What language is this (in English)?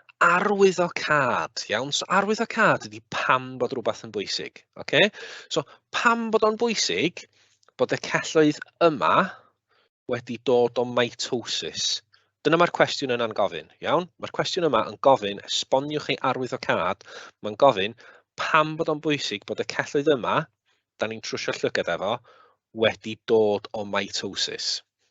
Welsh